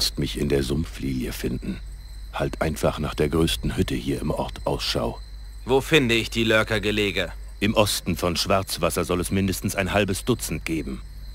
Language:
Bavarian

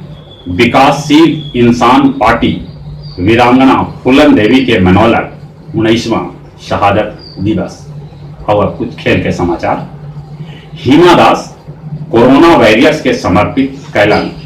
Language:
Magahi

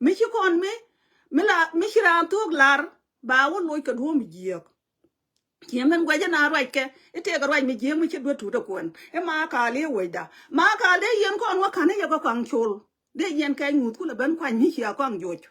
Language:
Nuer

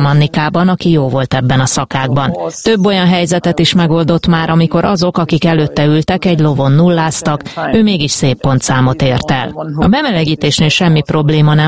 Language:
Hungarian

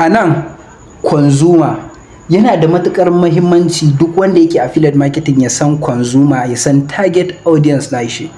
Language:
Hausa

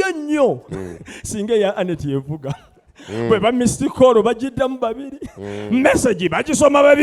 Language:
Ganda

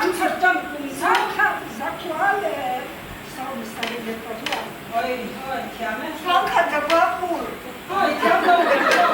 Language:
Mizo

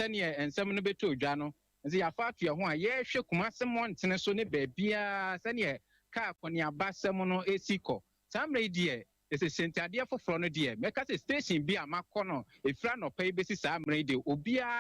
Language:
Akan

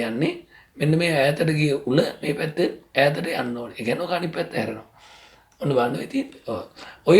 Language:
Sinhala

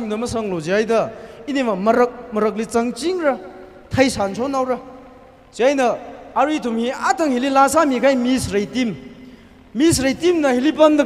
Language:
Tangkhul Naga (India)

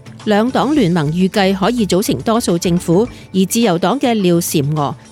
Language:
Cantonese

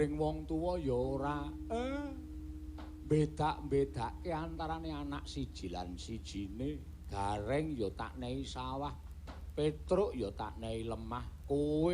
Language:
Javanese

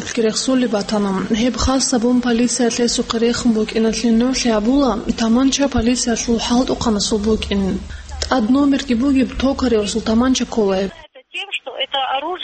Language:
Avaric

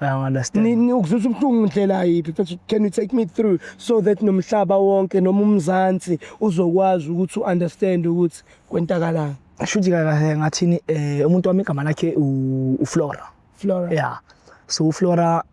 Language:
Zulu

